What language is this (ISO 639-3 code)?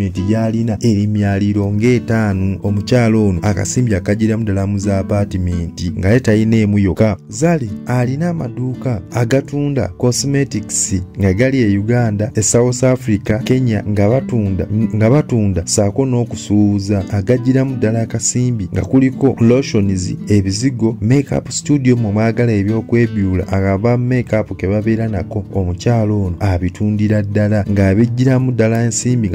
lug